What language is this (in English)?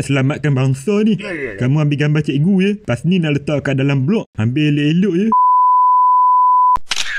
Malay